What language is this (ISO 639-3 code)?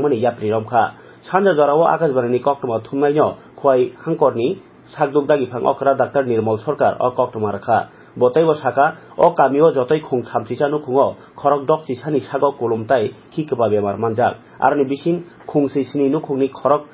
trp